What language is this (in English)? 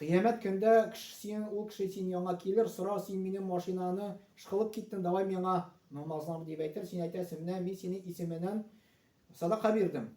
Tatar